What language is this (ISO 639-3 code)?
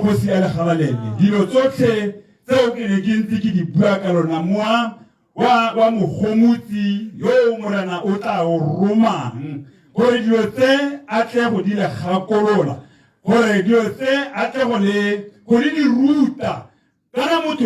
tsn